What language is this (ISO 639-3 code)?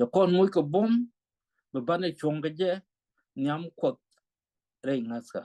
nus